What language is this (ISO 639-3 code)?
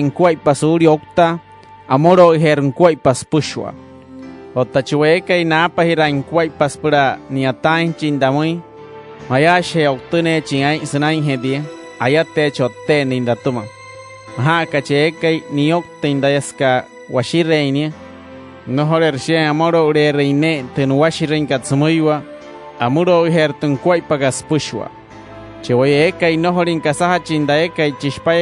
guc